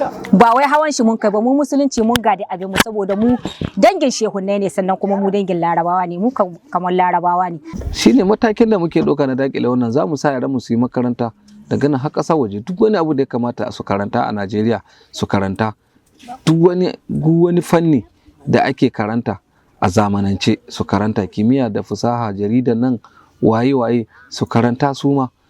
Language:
Hausa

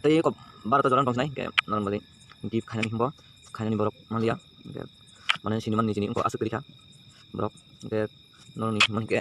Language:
Kok Borok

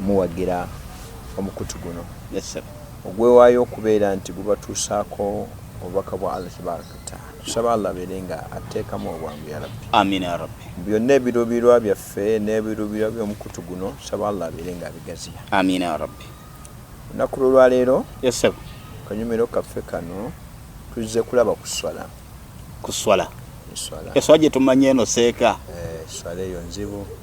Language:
Ganda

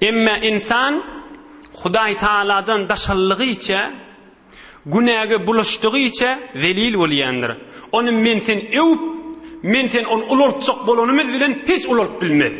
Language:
Turkmen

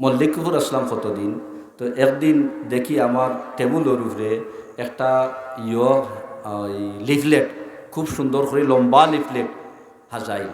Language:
Sylheti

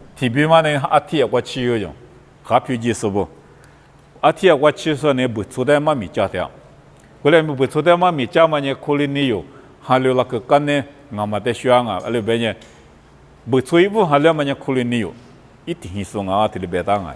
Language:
Lisu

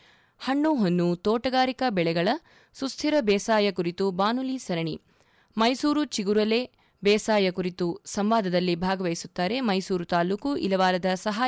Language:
Kannada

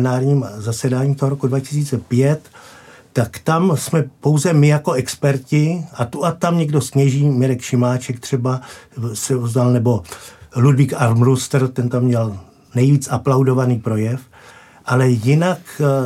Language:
Czech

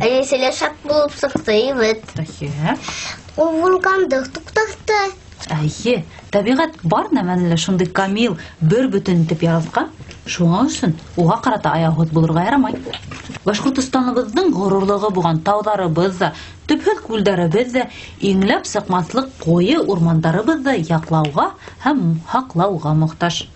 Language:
Bashkir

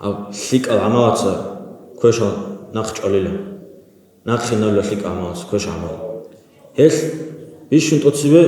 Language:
Avaric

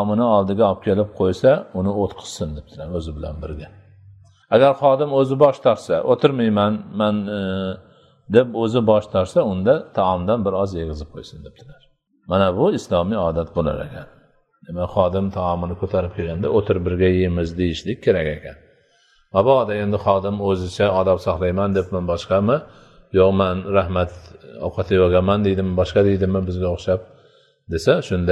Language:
Uzbek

